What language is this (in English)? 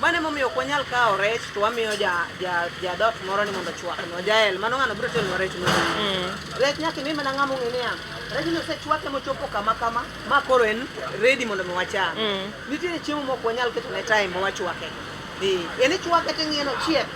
Luo (Kenya and Tanzania)